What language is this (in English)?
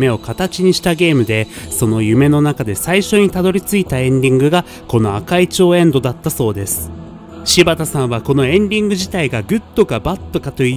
Japanese